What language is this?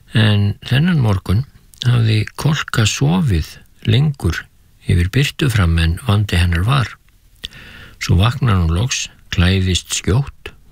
Icelandic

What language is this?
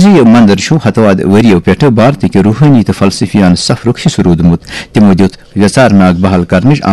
Kashmiri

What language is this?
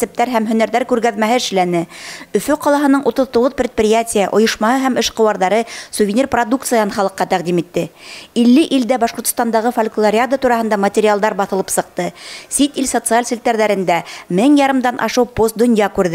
Bashkir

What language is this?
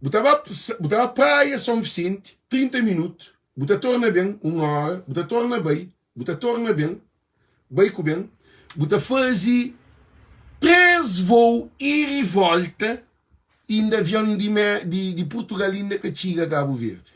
Kabuverdianu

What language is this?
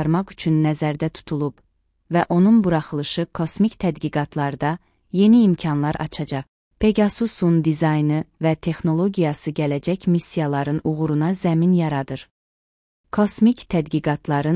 Azerbaijani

